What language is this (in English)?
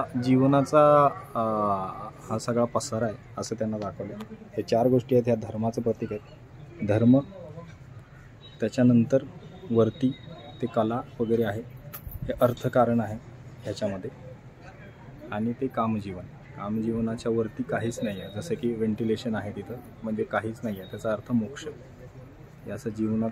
Marathi